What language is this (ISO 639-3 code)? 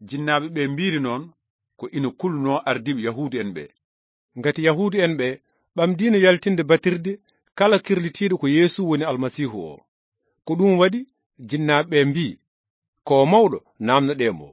ful